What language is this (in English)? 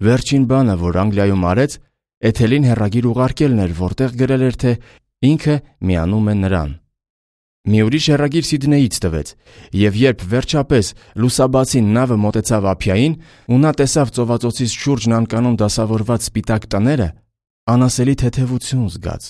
Armenian